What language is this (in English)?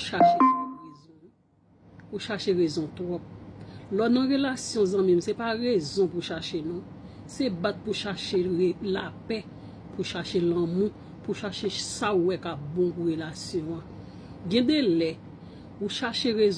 Haitian Creole